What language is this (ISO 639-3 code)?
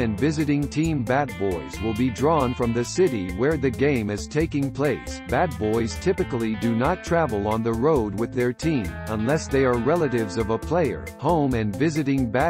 eng